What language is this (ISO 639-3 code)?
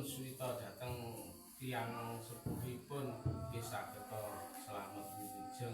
jav